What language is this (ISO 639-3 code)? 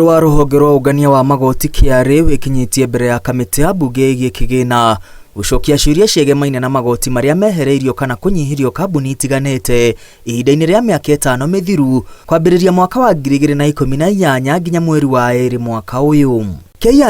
kik